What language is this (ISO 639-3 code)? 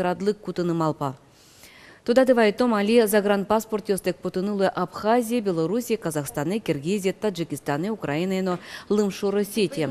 udm